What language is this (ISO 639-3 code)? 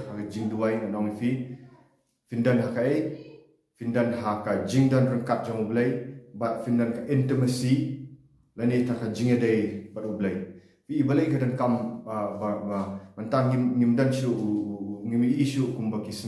kha